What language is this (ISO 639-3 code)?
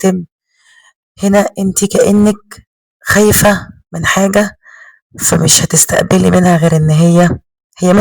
arz